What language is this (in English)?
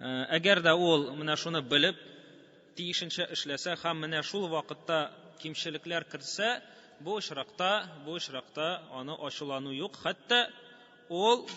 Tatar